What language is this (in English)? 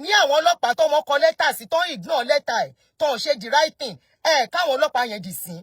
Yoruba